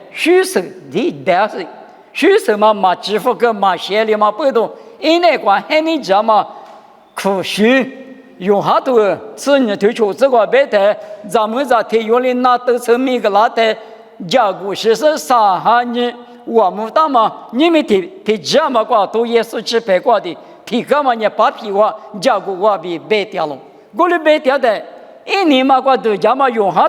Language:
Lisu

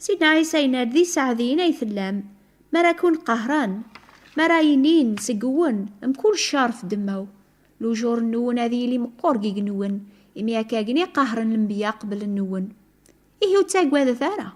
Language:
Kabyle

